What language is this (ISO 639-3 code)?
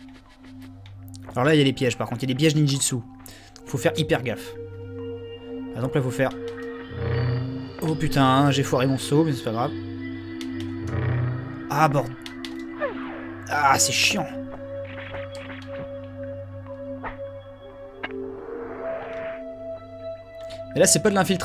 fra